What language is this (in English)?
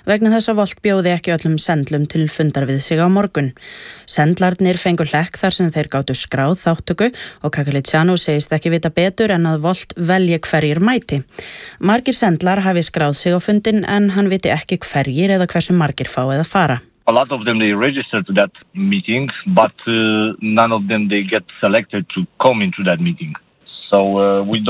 Icelandic